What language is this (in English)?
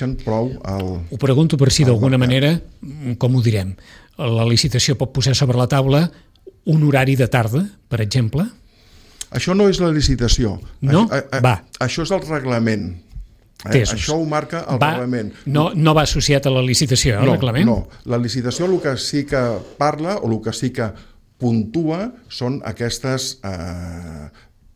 Catalan